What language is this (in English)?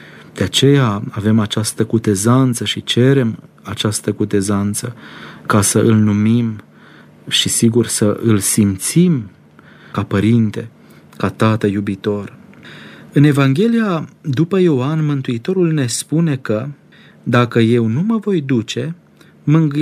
Romanian